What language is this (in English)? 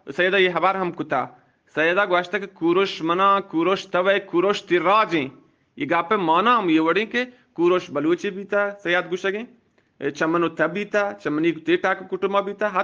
Eastern Balochi